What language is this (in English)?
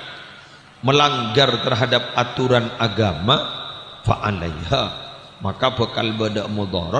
Madurese